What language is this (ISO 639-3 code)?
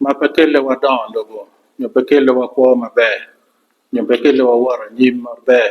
ach